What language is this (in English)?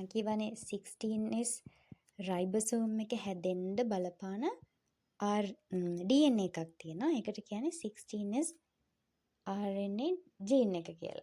Sinhala